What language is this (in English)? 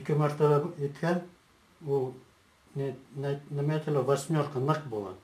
Bashkir